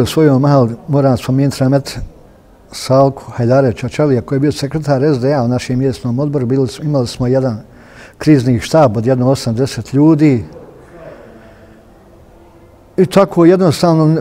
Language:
Bosnian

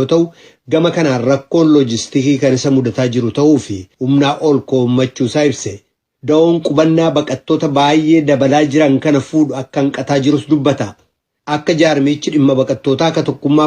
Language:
Oromo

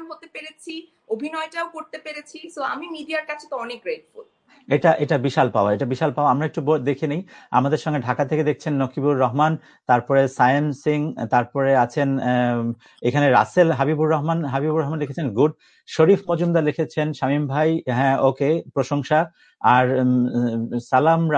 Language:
Bangla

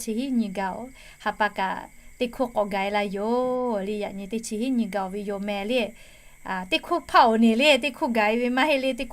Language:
Lahu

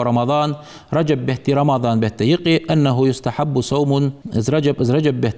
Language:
Ingush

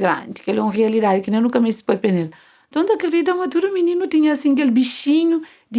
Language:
Kabuverdianu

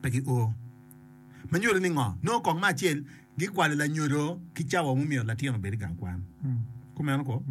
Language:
Acoli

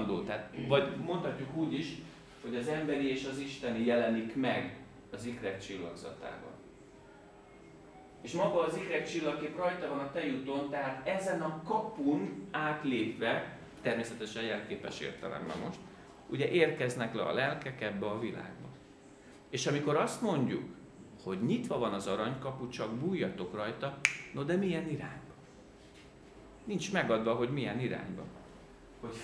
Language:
Hungarian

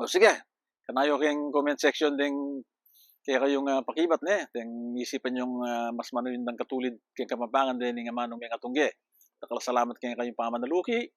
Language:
Pampanga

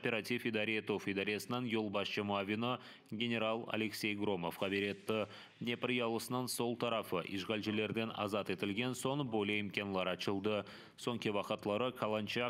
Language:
Crimean Tatar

